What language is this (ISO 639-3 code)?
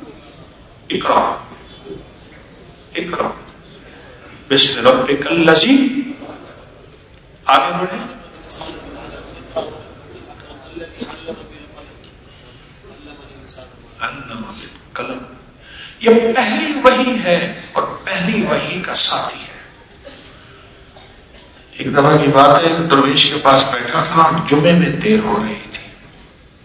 urd